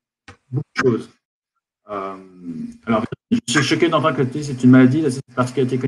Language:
French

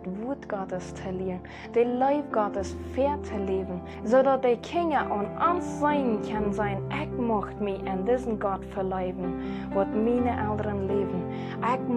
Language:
Plautdietsch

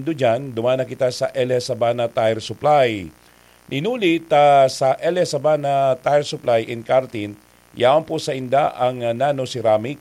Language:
Bikol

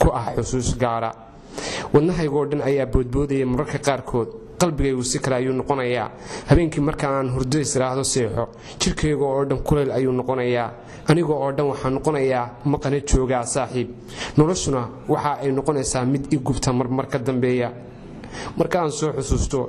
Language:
Somali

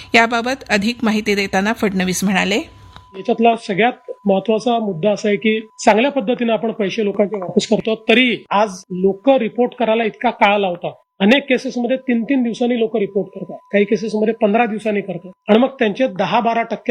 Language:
Marathi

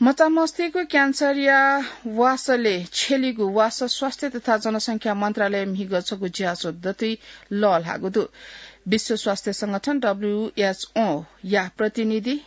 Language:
Newari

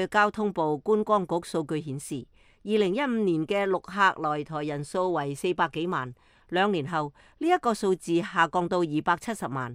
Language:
Cantonese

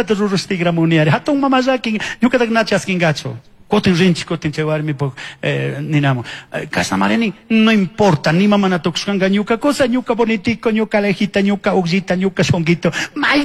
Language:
Chimborazo Highland Quichua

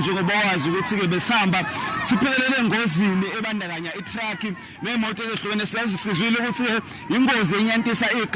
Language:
Zulu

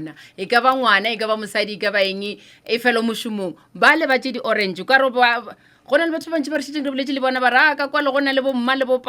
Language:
Northern Sotho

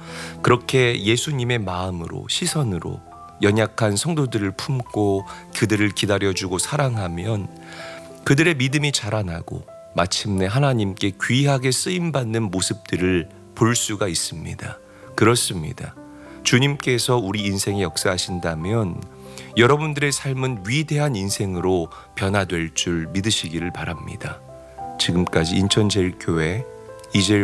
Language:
Korean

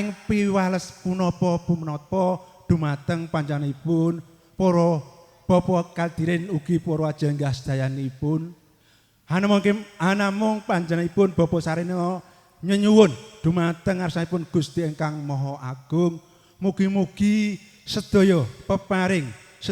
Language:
Javanese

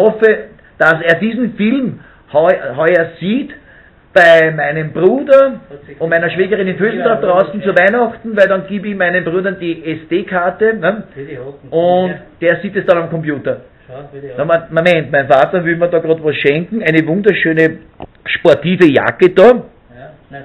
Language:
Bavarian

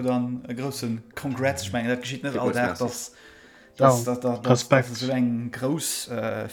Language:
Luxembourgish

